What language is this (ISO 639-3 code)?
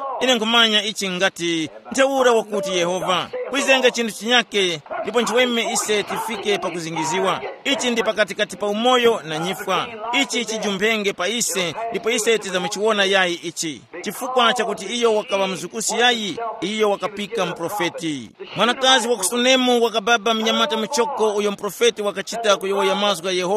tum